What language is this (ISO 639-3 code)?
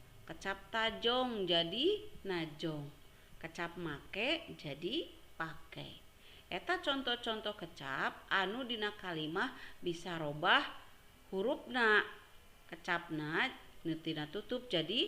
sun